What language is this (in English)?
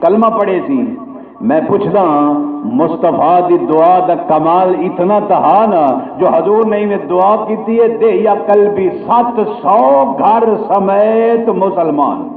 Saraiki